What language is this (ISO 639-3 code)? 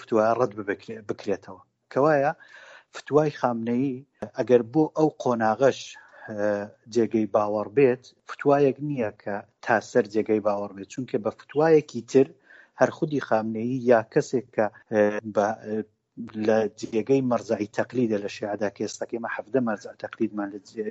ckb